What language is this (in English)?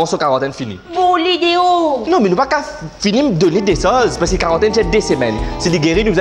Morisyen